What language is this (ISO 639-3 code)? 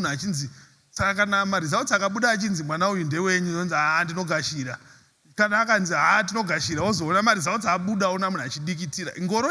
sna